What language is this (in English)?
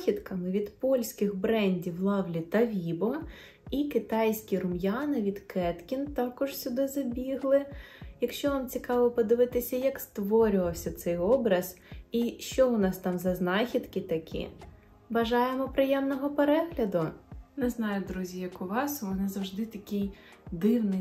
Ukrainian